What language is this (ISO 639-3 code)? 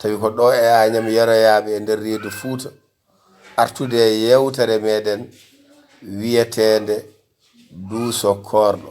ful